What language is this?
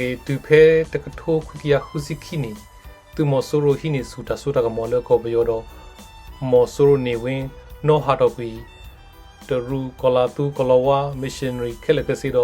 S'gaw Karen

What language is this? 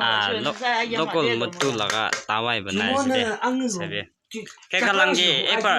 Naga Pidgin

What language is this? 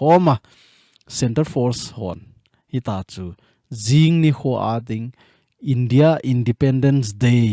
Thado Chin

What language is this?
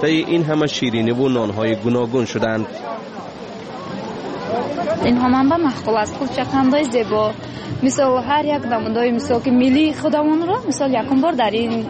Persian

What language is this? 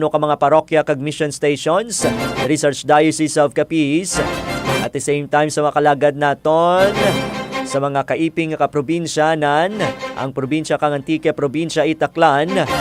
Hiligaynon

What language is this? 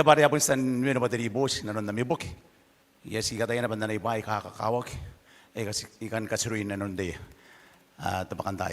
Gilbertese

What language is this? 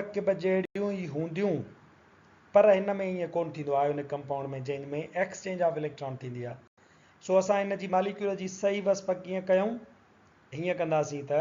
Sindhi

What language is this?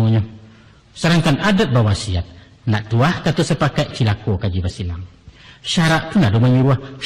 Minangkabau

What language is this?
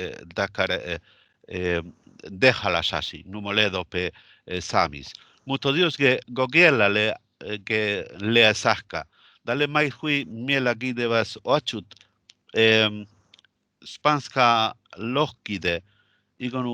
Northern Sami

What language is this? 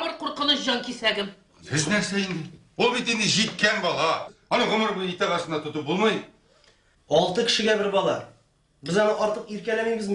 Tatar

